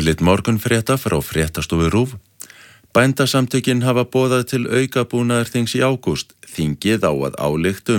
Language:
Icelandic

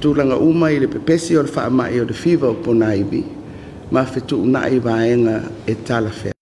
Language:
Samoan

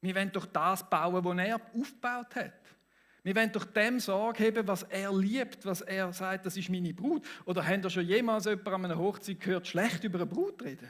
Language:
Swiss German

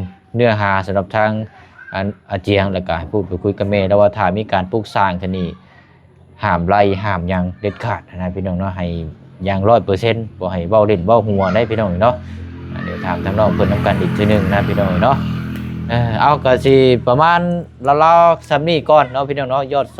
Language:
Lao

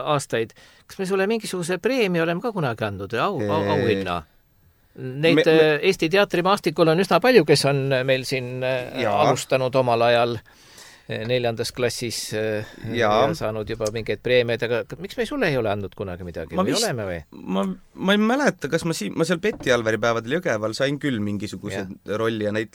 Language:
Estonian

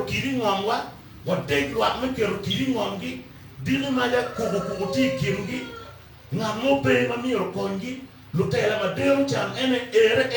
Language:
Acoli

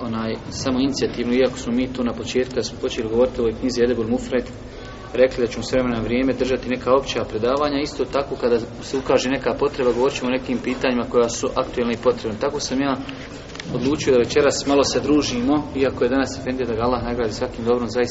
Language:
Bosnian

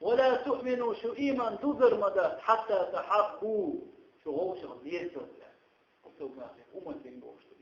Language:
Chechen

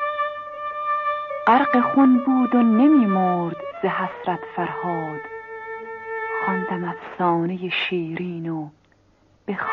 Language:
Persian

